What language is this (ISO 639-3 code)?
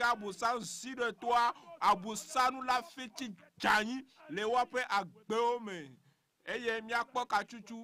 ewe